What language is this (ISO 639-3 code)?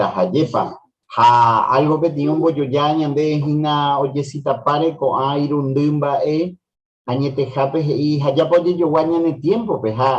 grn